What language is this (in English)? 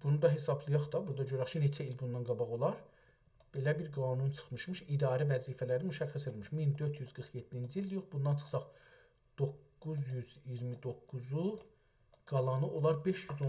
South Azerbaijani